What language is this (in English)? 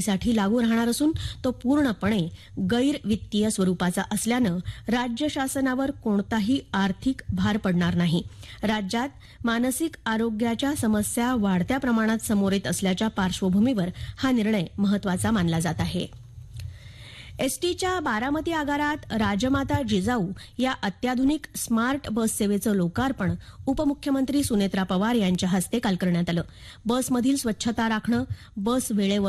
Marathi